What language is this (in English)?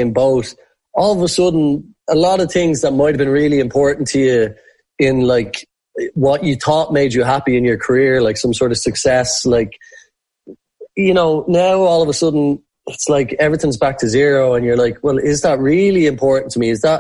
English